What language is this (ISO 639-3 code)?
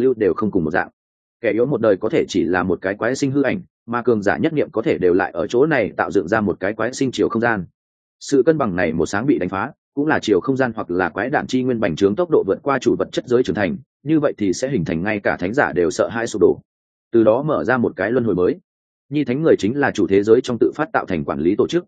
vie